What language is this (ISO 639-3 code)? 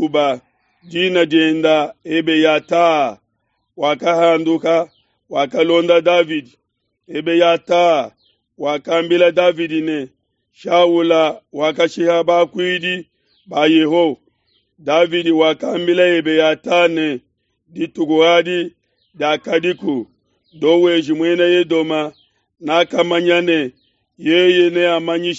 lua